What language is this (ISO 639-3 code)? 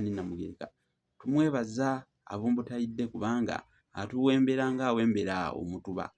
lug